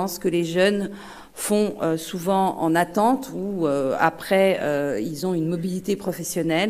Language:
French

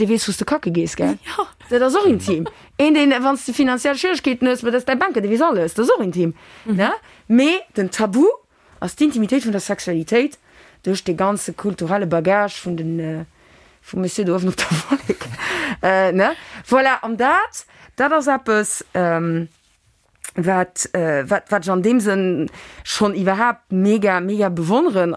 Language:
Luxembourgish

